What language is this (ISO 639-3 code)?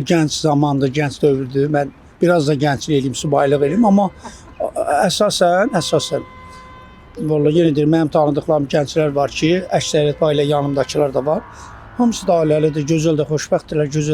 aze